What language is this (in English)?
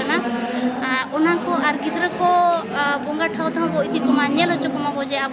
Santali